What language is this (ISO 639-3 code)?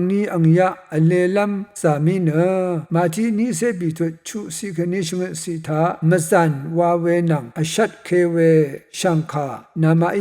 raw